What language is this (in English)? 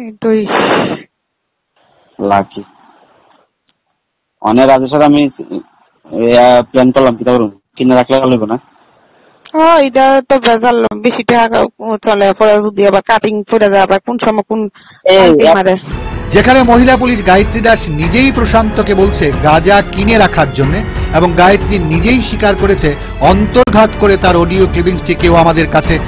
Bangla